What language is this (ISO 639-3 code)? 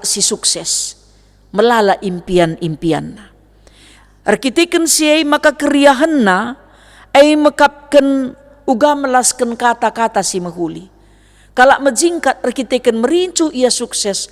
btx